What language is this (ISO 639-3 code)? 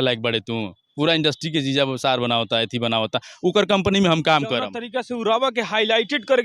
bho